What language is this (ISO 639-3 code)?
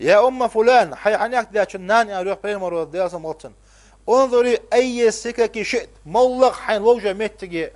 inh